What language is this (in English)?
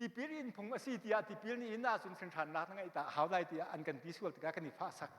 Hakha Chin